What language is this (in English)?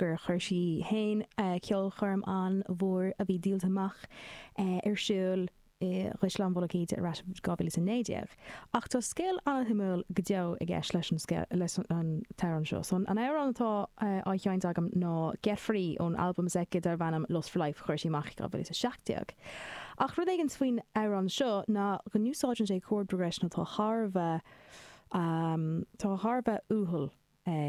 Irish